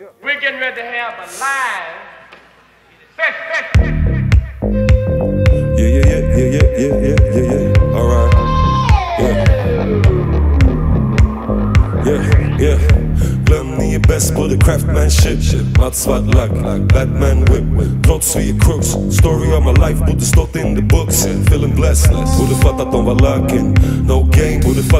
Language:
Swedish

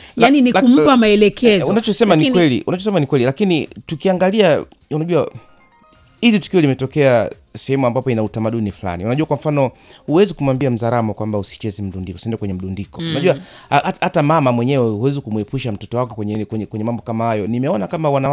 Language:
Swahili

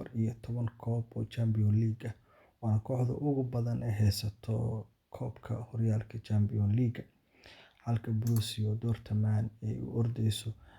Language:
Somali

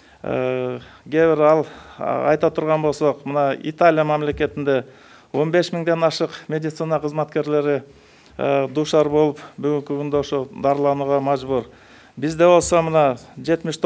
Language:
Kyrgyz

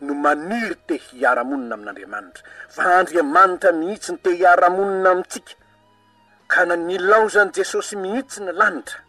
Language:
Malagasy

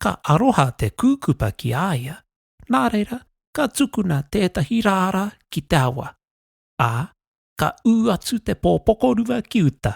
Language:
Māori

